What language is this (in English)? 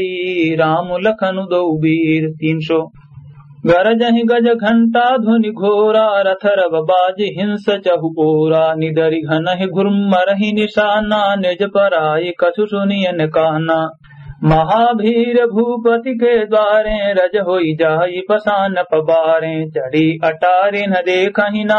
Awadhi